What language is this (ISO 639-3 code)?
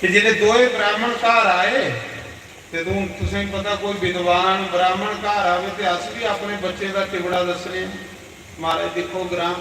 doi